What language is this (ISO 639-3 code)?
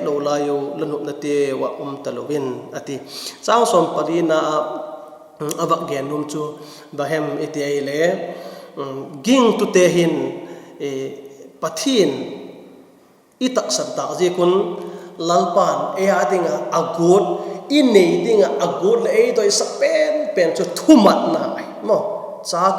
vap